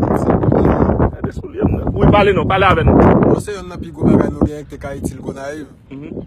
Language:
Haitian Creole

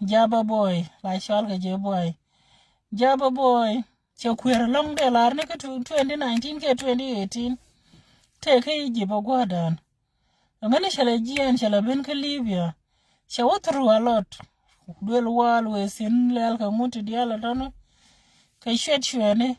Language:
Nuer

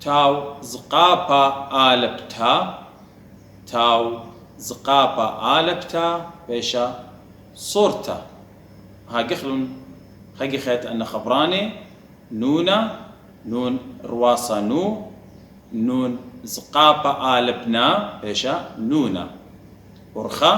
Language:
Assyrian Neo-Aramaic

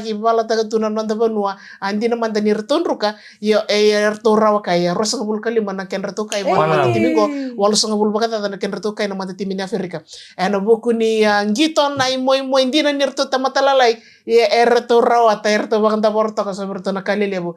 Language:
Fijian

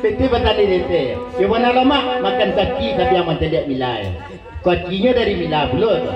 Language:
Minangkabau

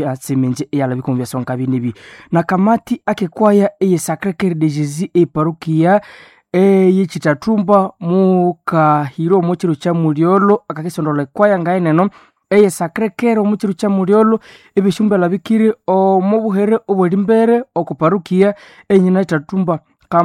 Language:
Nande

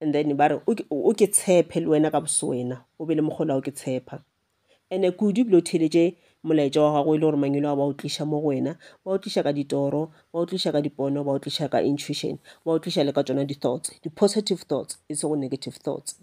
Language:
Northern Sotho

